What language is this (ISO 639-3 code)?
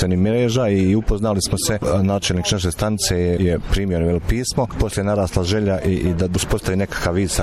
bos